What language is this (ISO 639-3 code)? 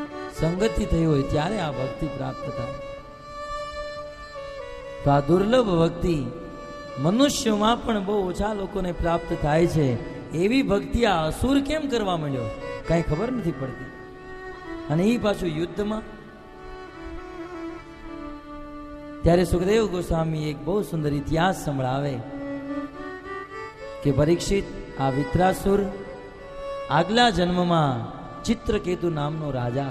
guj